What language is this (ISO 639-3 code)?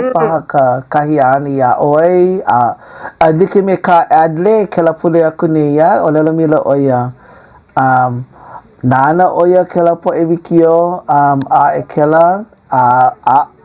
haw